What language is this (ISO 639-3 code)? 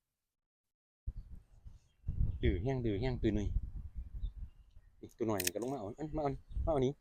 lao